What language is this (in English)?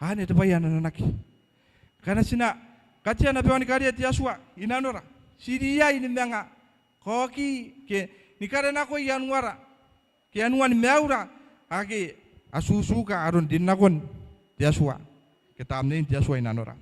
Gilbertese